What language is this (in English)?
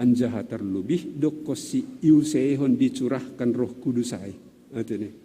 Batak Simalungun